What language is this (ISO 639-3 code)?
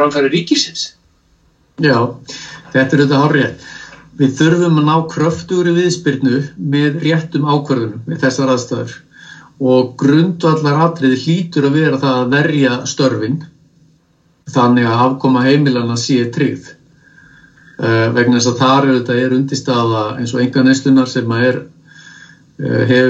isl